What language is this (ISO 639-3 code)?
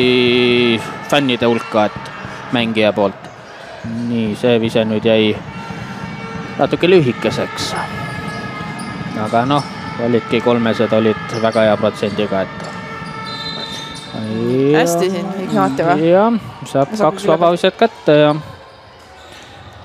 est